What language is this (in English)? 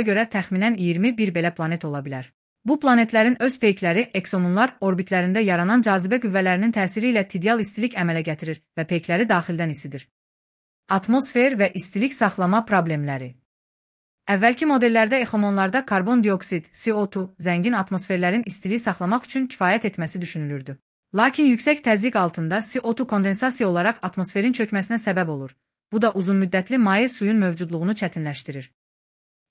Azerbaijani